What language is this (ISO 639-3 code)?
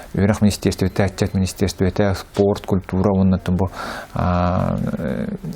sah